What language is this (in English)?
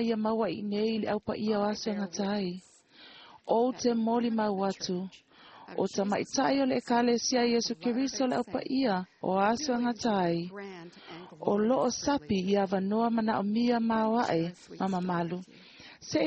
Samoan